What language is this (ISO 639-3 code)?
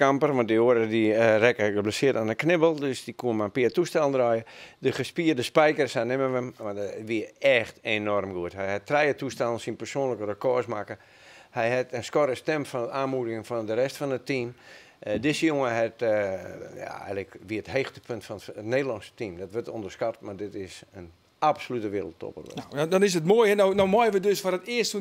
fry